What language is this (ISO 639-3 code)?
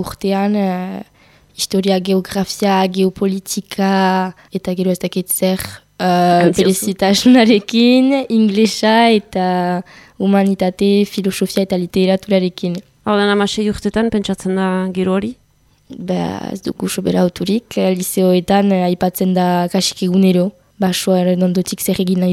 eus